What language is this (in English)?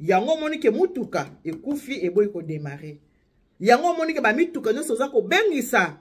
Lingala